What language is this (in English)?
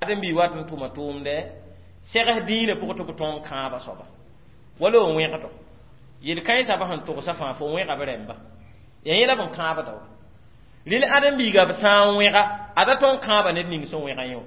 Mossi